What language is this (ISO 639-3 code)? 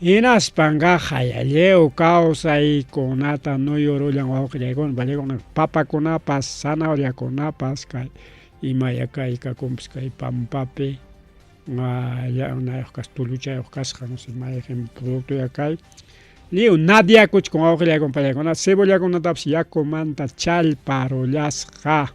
quy